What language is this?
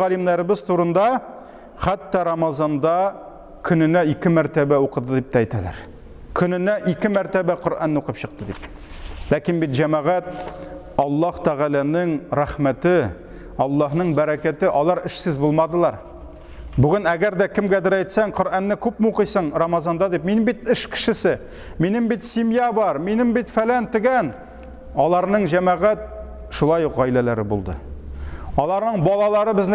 Tatar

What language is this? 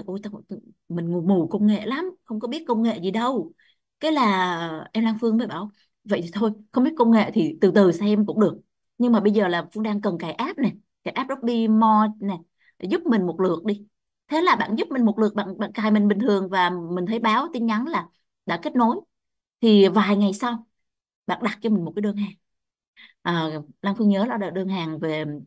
Vietnamese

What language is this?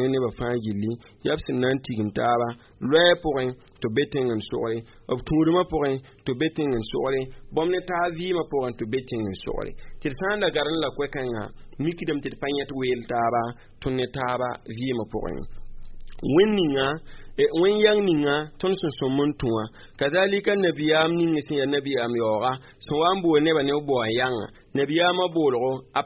Mossi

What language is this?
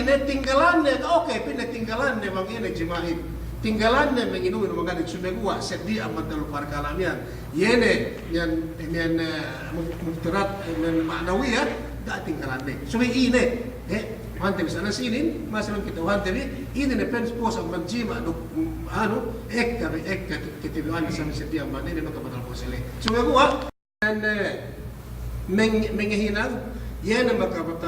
Yakan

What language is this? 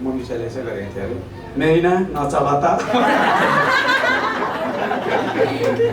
Nepali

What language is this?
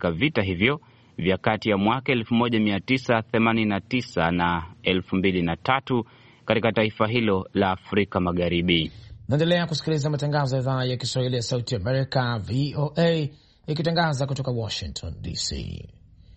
Swahili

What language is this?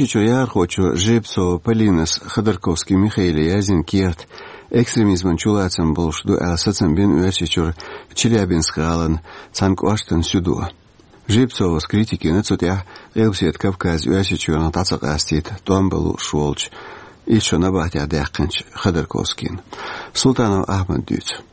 Chechen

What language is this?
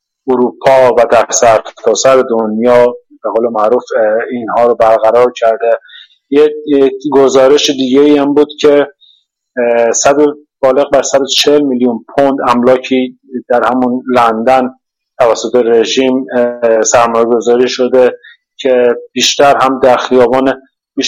Persian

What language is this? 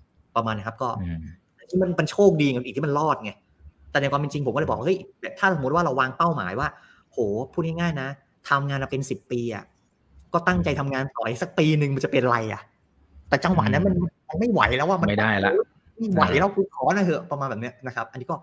Thai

